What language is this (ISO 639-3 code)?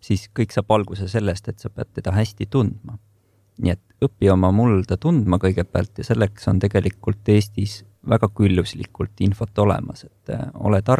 est